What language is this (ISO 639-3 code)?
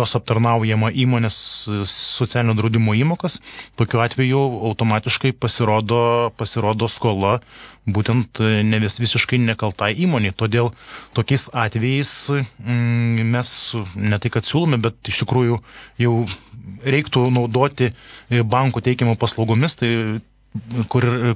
lit